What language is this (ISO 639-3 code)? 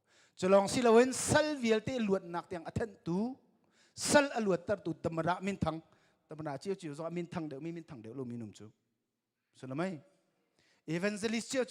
cnh